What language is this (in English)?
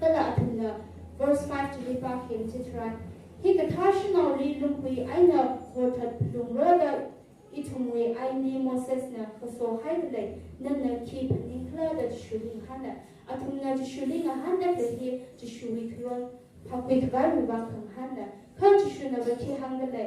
Tangkhul Naga (India)